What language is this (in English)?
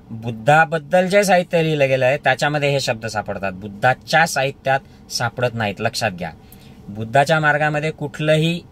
Marathi